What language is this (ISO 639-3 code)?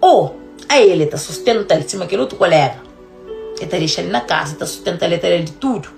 kea